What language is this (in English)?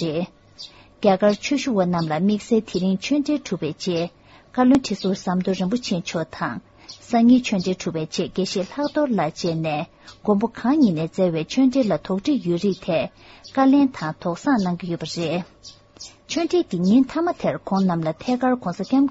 Tibetan